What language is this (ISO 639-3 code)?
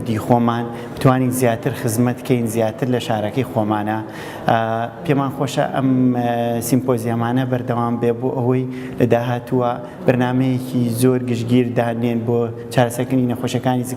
ckb